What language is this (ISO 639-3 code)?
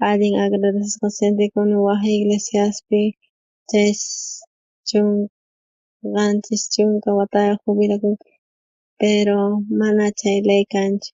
quh